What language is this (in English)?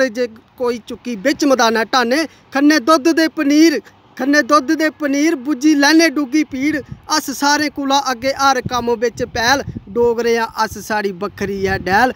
Dogri